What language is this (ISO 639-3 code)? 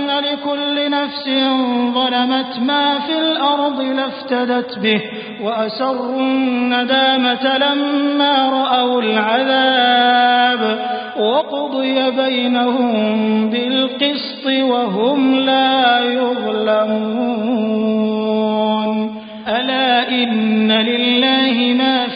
ara